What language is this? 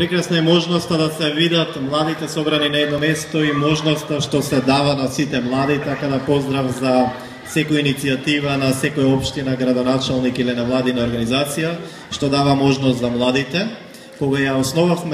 Macedonian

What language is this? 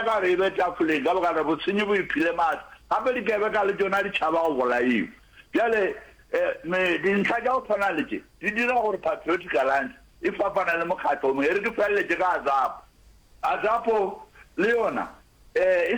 Northern Sotho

